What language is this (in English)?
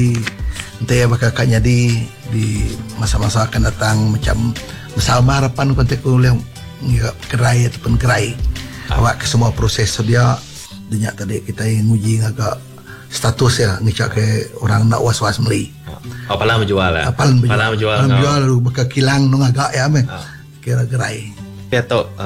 Malay